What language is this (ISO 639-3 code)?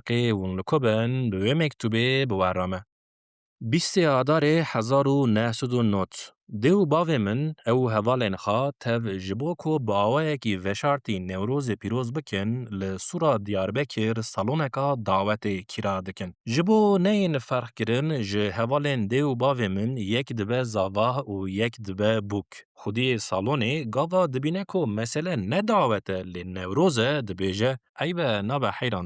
kur